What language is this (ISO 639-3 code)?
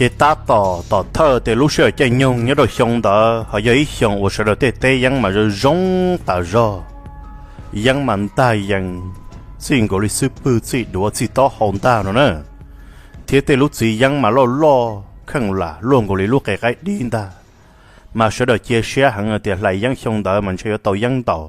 hmn